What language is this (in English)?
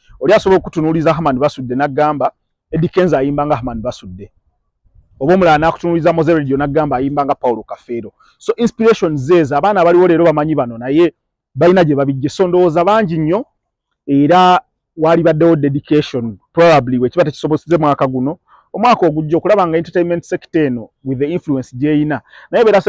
Ganda